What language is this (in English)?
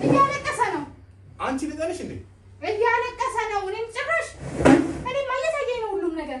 Amharic